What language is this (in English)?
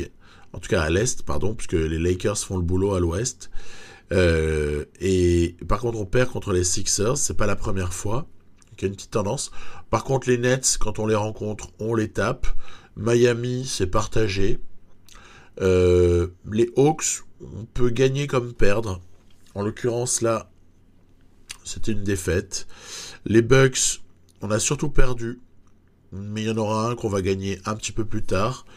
French